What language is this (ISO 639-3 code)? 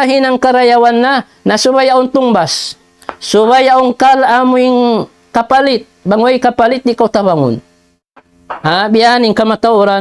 tsg